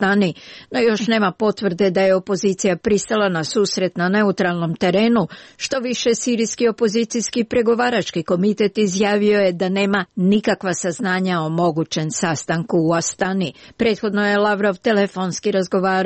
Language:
Serbian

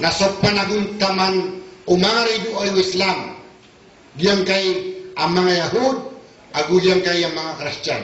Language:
Maranao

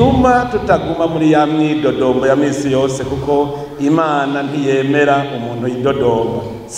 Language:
Rundi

